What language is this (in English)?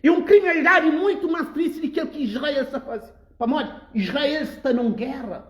Kabuverdianu